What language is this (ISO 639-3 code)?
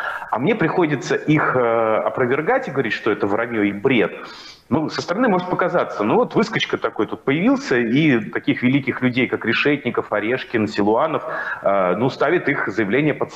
rus